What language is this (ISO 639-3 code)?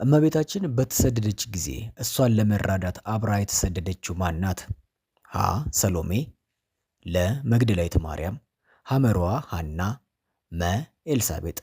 amh